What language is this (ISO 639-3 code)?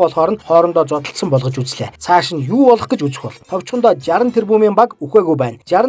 mon